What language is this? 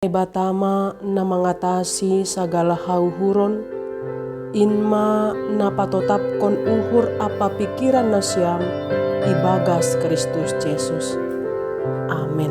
Batak Simalungun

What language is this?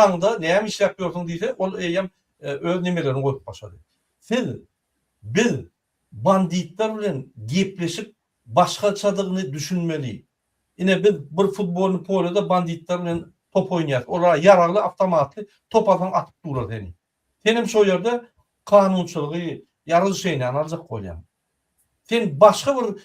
Turkmen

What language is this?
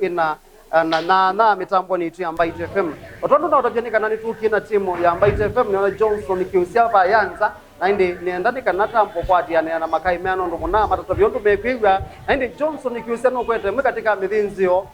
Kamba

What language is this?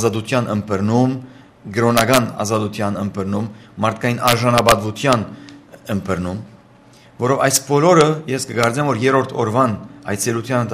Armenian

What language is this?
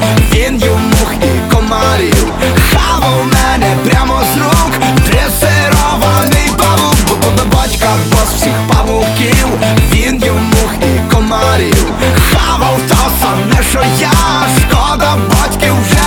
Ukrainian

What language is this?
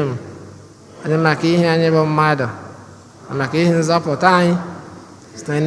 Igbo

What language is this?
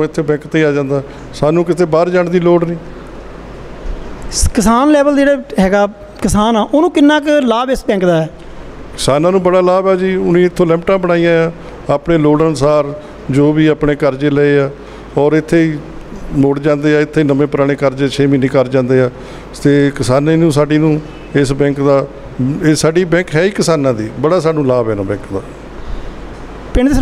Punjabi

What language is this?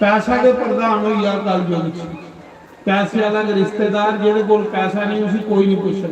Dogri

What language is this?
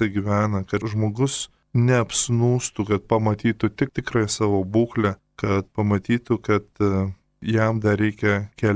Lithuanian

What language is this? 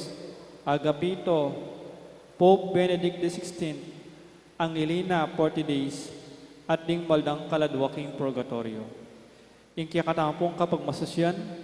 Pampanga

